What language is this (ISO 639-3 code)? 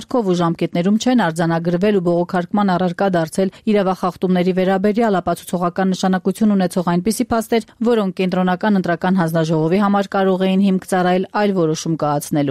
hye